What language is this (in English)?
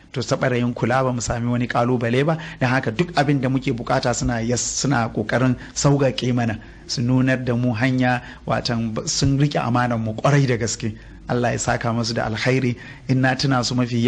Hausa